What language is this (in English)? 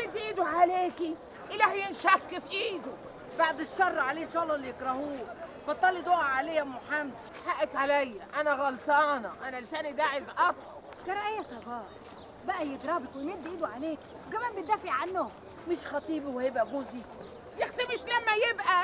Egyptian Arabic